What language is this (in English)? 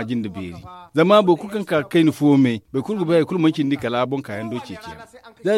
Zarma